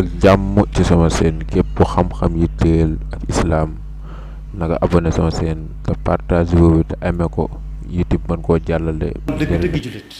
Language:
Wolof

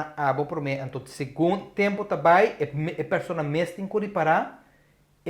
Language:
Papiamento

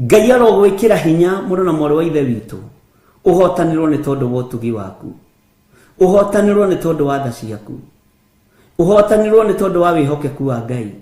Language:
Kikuyu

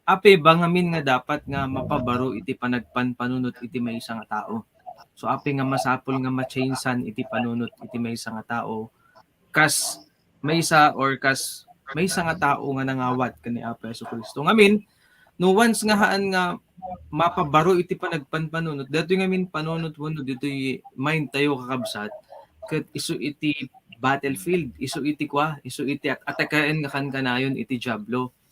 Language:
Iloko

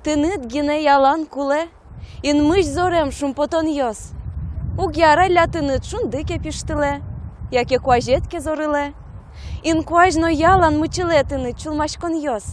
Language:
Udmurt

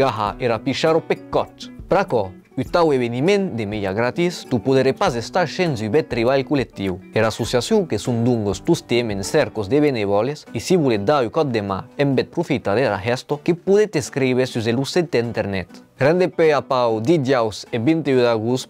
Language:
Occitan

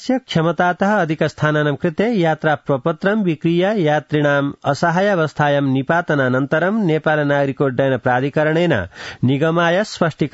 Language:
Sanskrit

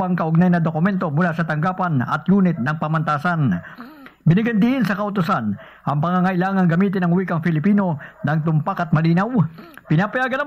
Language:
Filipino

